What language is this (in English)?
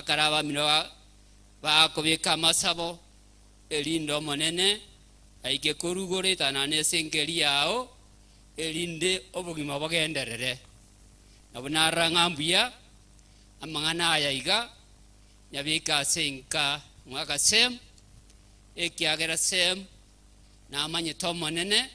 Gusii